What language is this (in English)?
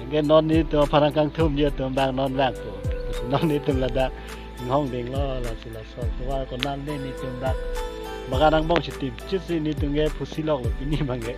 Karbi